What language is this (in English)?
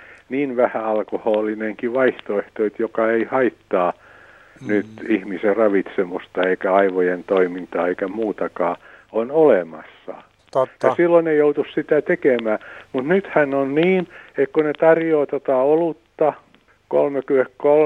Finnish